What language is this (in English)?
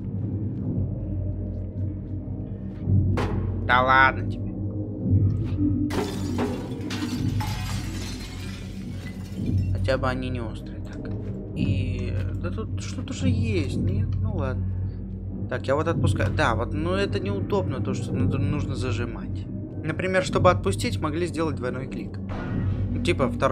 Russian